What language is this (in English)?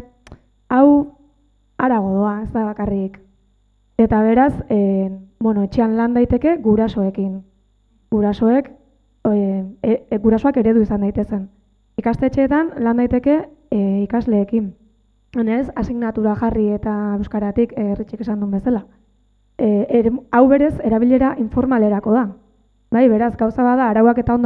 Basque